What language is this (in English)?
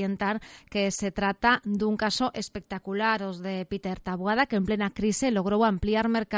Galician